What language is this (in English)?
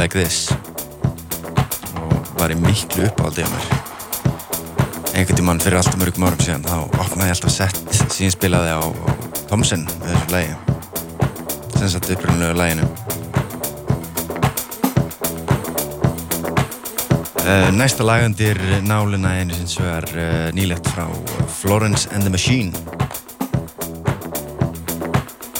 Icelandic